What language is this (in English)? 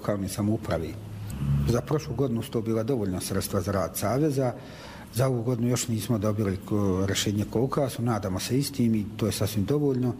Croatian